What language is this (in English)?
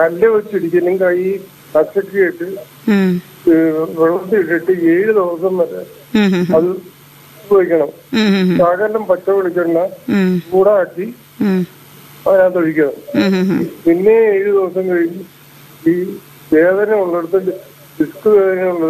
Malayalam